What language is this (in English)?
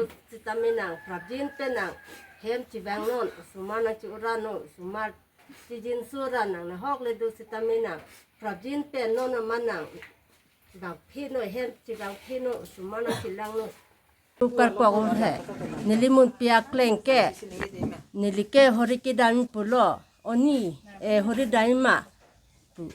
Karbi